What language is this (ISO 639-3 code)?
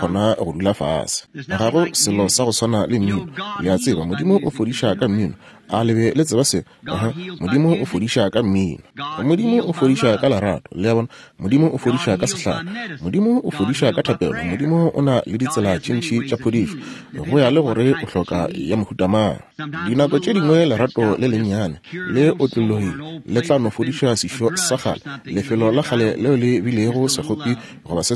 nso